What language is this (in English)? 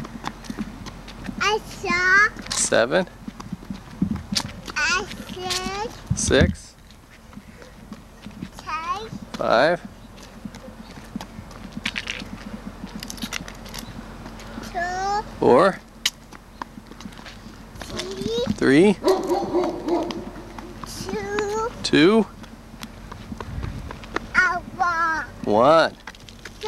English